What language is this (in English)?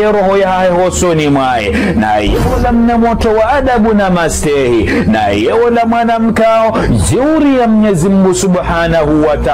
Ngazidja Comorian